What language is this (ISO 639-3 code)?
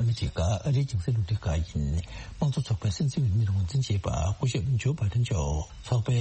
bod